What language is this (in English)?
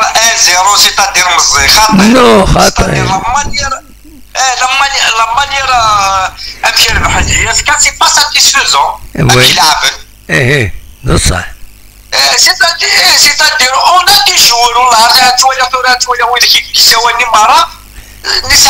Kabyle